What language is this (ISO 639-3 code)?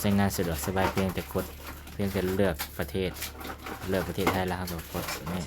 lao